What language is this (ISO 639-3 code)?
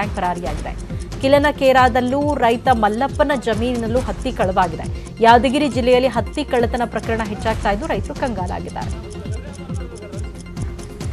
kan